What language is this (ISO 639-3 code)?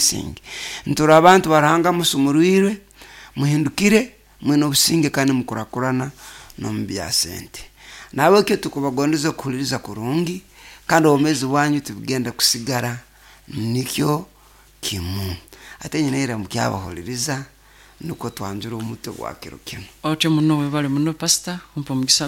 nyo